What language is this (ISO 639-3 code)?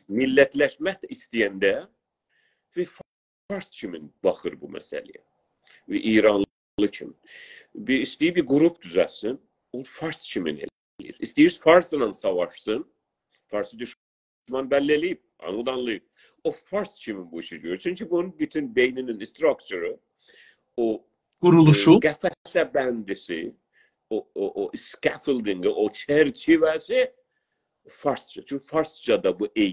azb